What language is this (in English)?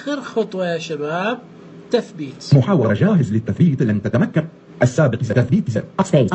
Najdi Arabic